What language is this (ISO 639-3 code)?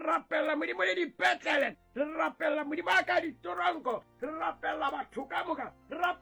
nso